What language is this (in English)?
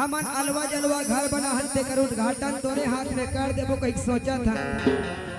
Chhattisgarhi